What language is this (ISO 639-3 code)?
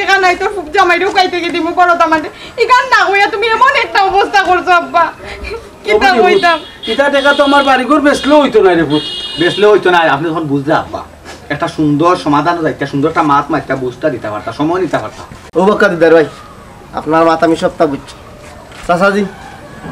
syl